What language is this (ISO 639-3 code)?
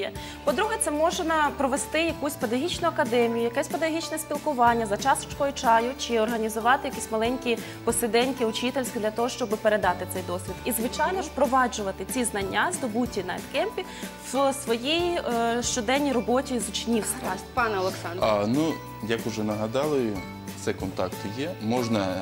ukr